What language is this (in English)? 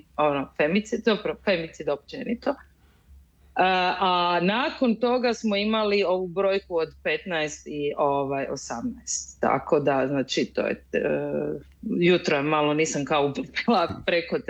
Croatian